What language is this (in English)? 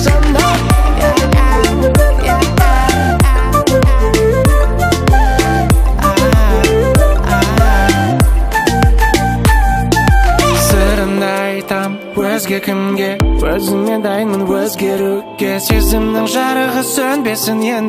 Kazakh